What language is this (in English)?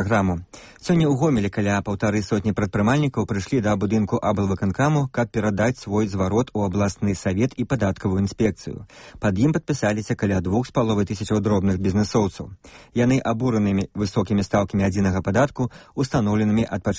Belarusian